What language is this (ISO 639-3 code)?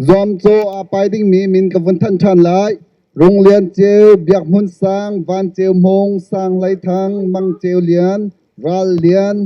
cnh